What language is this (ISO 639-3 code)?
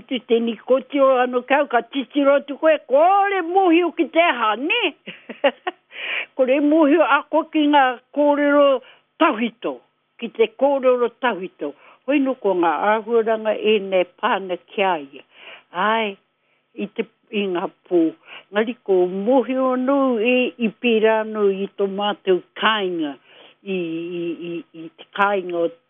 mri